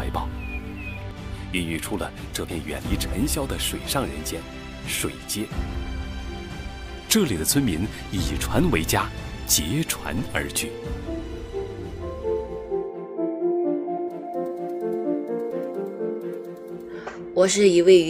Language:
Chinese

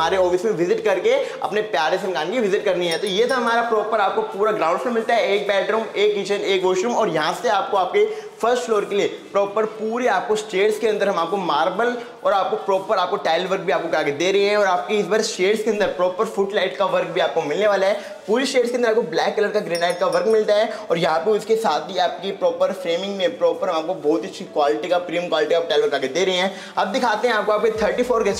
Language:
Hindi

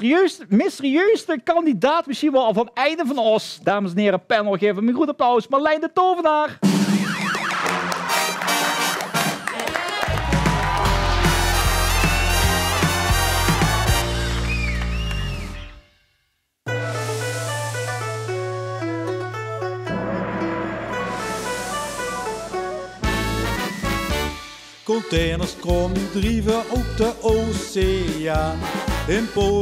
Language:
Dutch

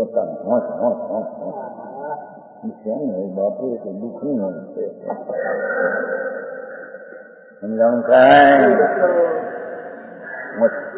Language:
Gujarati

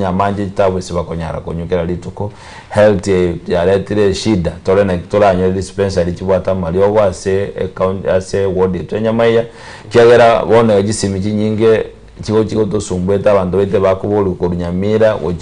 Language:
Gusii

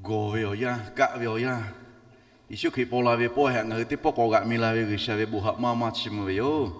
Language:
Lahu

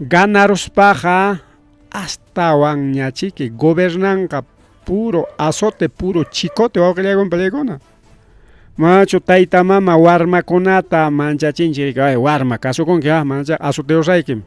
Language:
Ayacucho Quechua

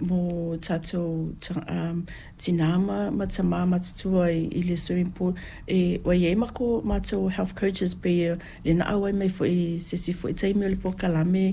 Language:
Samoan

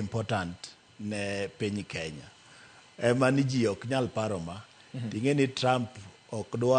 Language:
Luo (Kenya and Tanzania)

